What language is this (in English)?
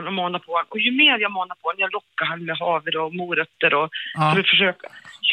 Swedish